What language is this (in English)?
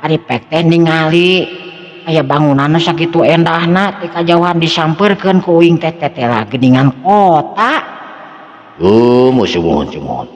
Sundanese